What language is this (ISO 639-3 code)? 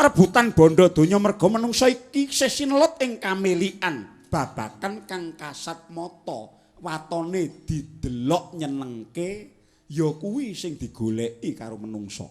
jav